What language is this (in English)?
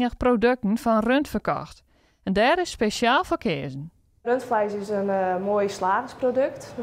Western Frisian